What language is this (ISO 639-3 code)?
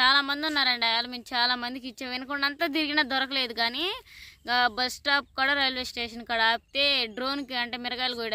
tel